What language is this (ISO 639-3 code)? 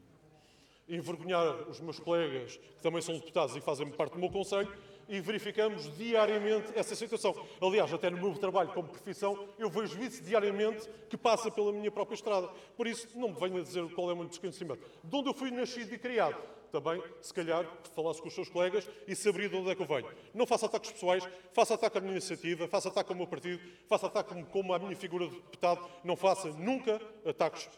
por